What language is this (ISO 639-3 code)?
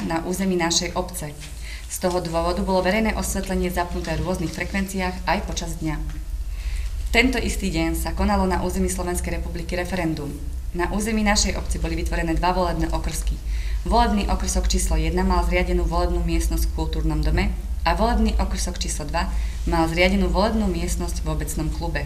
slk